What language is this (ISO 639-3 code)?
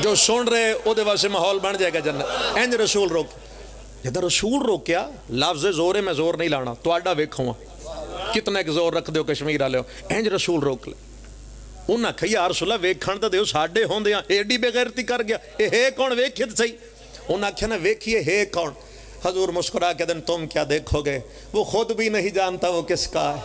phr